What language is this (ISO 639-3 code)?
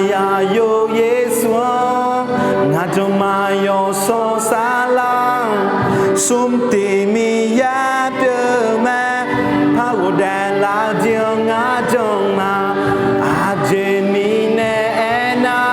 ahk